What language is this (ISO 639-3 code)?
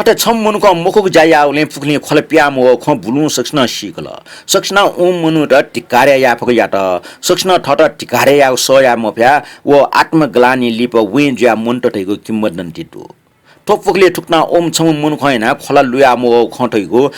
new